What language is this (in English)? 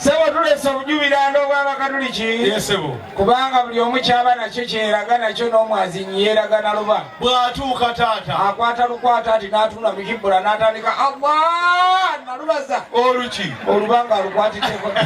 Ganda